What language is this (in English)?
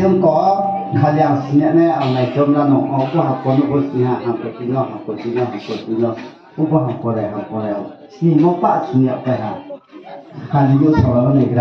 Riang (India)